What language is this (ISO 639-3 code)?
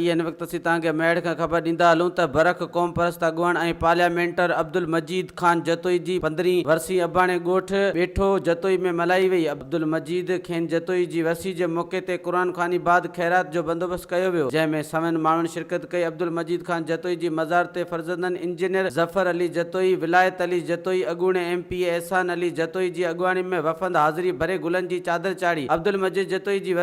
snd